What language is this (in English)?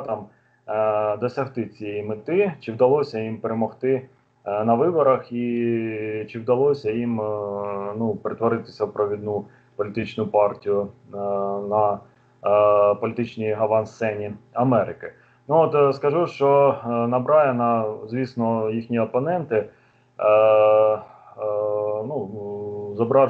Ukrainian